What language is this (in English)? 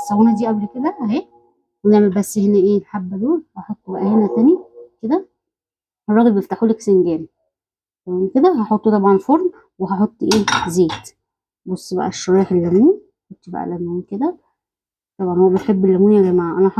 Egyptian Arabic